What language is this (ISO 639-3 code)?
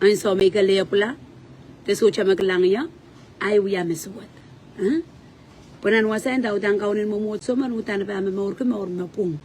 pon